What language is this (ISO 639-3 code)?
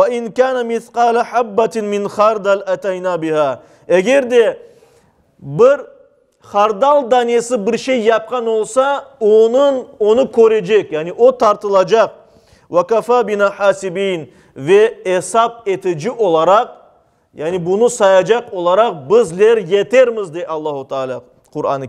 crh